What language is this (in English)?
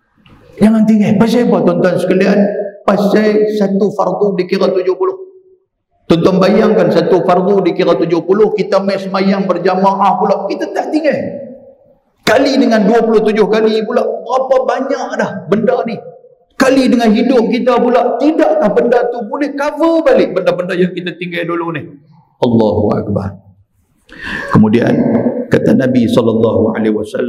Malay